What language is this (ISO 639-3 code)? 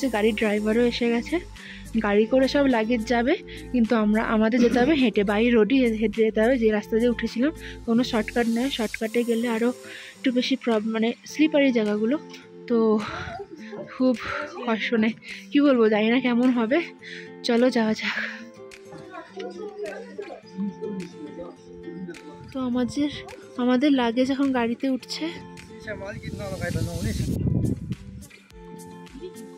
ben